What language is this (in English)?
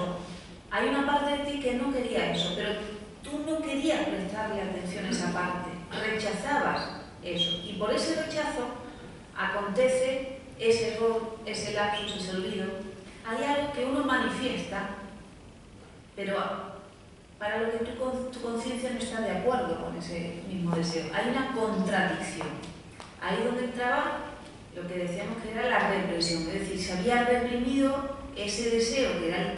Spanish